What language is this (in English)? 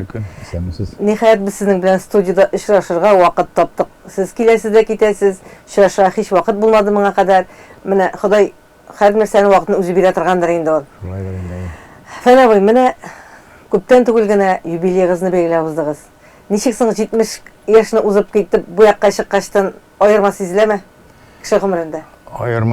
Tatar